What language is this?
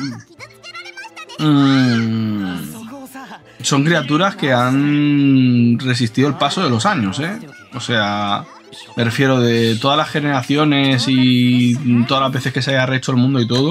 Spanish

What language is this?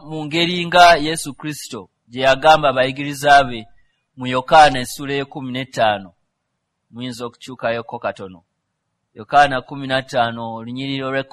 Ganda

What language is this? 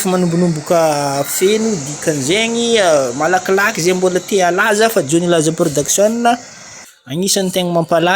Malagasy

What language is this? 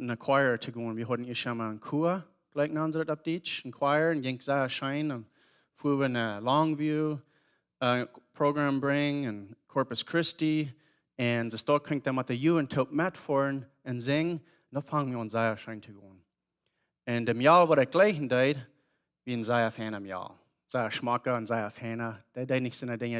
Plautdietsch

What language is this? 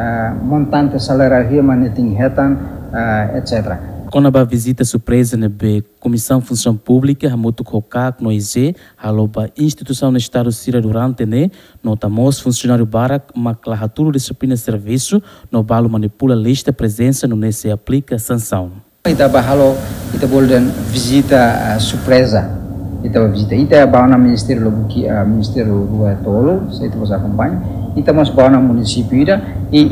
Tetum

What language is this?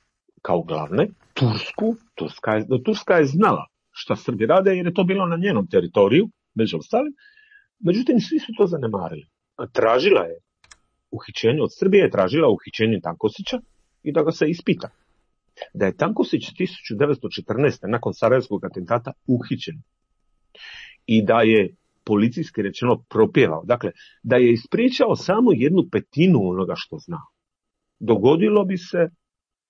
Croatian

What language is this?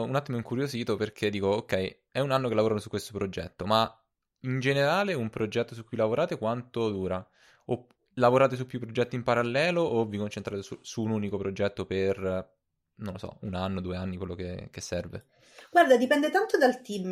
Italian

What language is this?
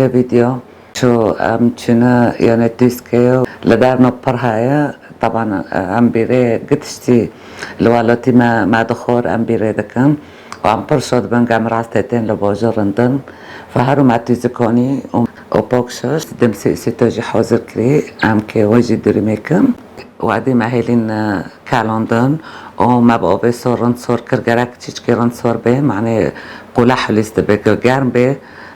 Kurdish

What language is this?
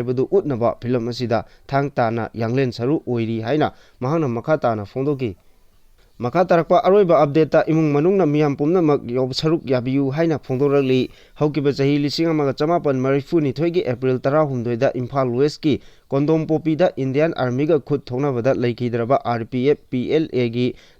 Manipuri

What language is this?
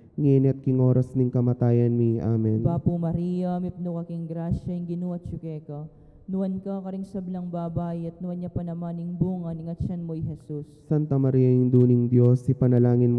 Pampanga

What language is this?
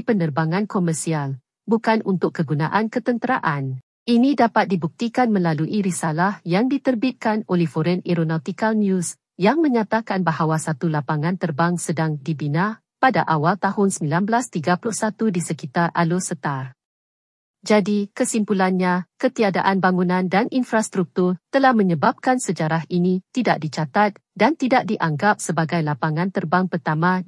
Malay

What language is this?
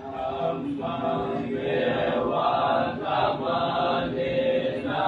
Pali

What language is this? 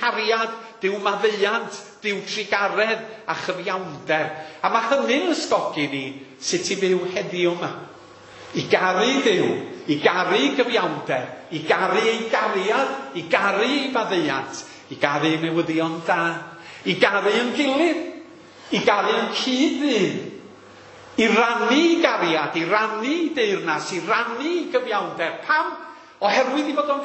Welsh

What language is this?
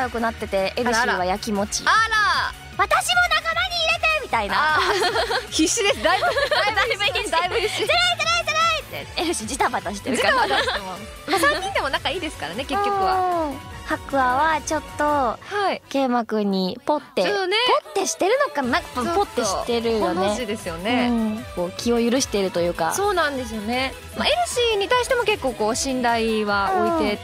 Japanese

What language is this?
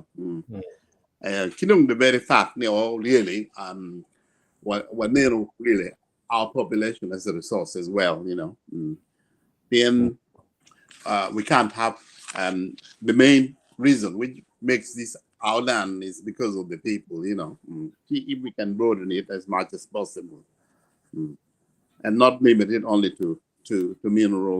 Acoli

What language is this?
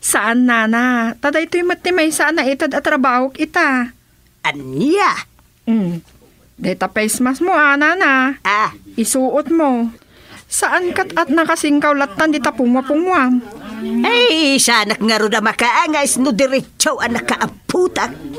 Iloko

